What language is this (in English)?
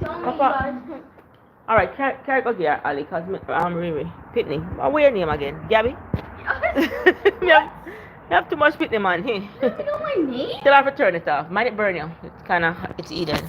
Jamaican Creole English